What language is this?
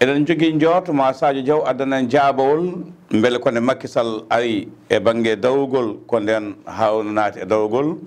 Fula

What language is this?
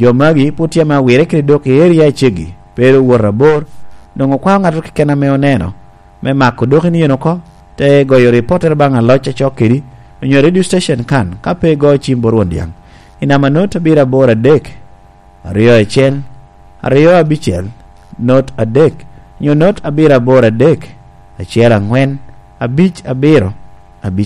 Lango (Uganda)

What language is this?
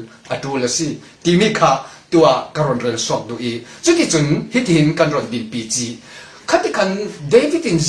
Falam Chin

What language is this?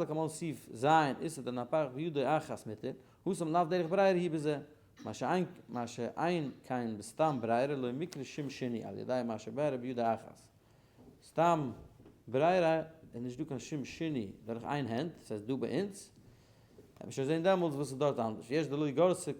Yiddish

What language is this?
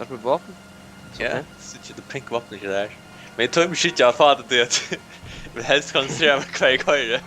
Faroese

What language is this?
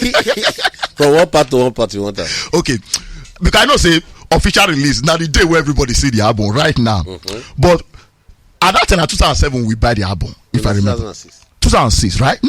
Nigerian Pidgin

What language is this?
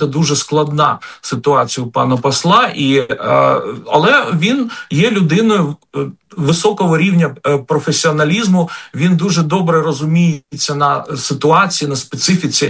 Ukrainian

